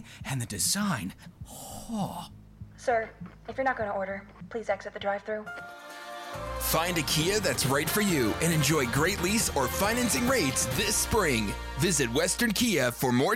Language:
English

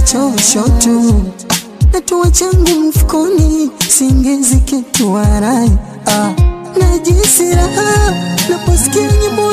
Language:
Swahili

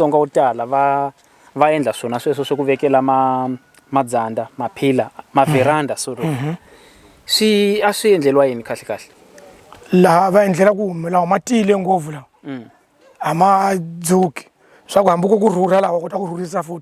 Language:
Tsonga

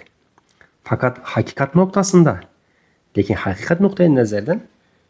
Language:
Uzbek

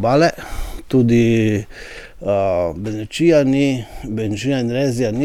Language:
Slovenian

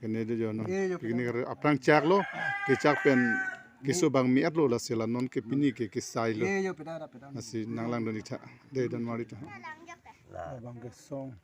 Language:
Karbi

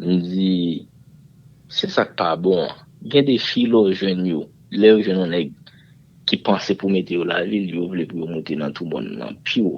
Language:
Haitian Creole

